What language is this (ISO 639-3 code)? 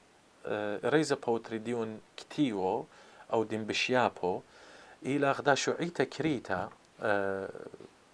aii